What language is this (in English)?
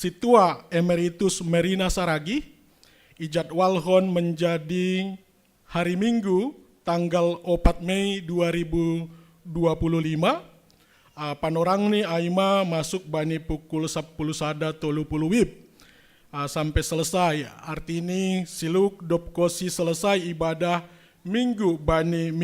Batak Simalungun